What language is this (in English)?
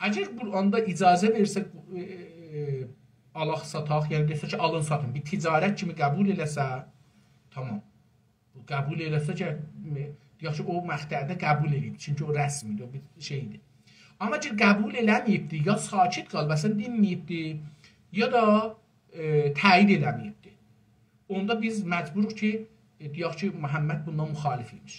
South Azerbaijani